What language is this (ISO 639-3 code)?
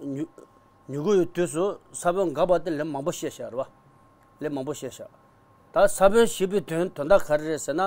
bod